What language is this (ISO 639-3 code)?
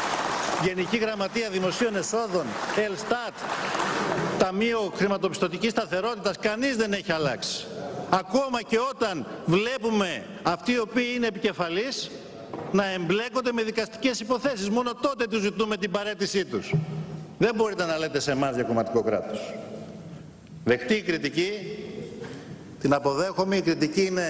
ell